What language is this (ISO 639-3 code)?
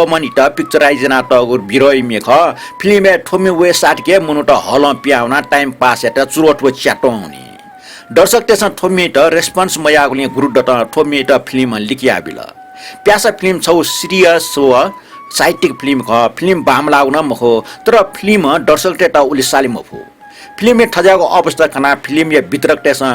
new